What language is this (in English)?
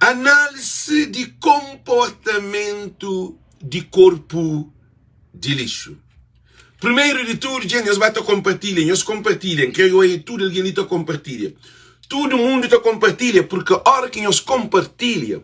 Kabuverdianu